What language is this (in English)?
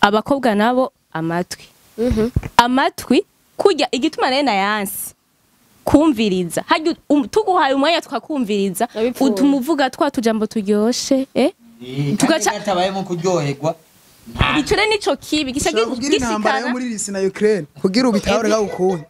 Rundi